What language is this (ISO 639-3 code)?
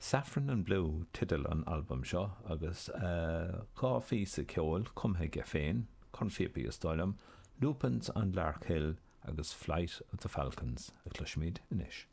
gle